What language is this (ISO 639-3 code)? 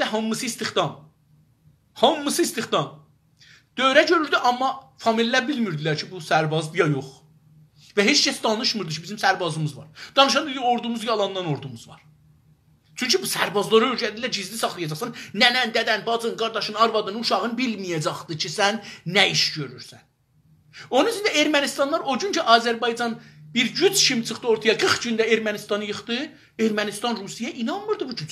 azb